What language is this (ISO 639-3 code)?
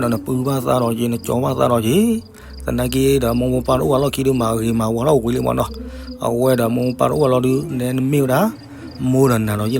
ksw